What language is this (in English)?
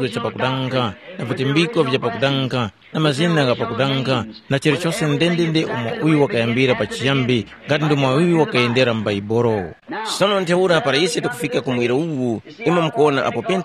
Tumbuka